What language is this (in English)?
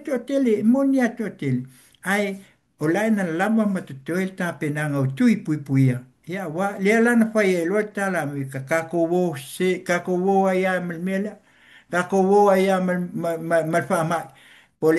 Samoan